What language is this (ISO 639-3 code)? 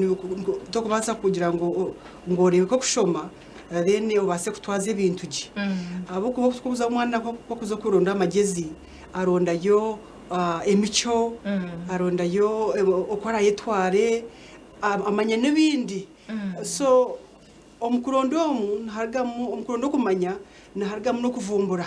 nyn